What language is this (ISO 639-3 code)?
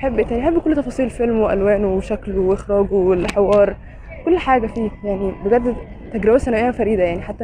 arz